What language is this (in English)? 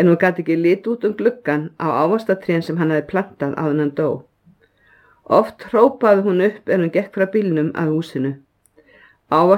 Icelandic